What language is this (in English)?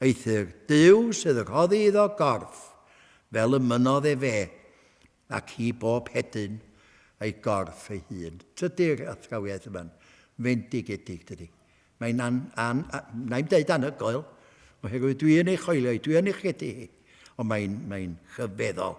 Welsh